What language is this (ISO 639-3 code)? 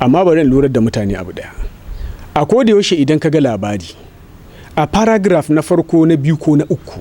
hau